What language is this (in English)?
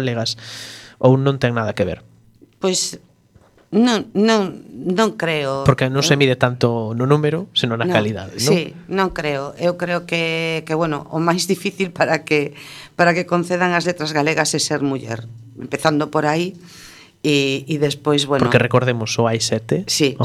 Galician